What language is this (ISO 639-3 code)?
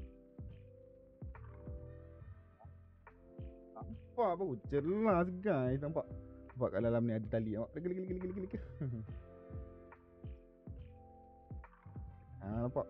msa